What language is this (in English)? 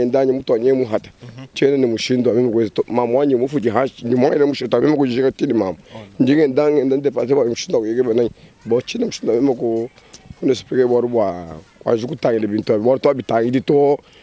Luba-Lulua